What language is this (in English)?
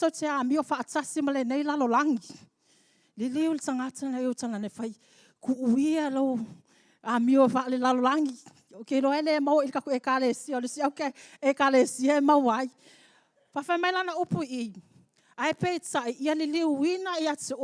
Samoan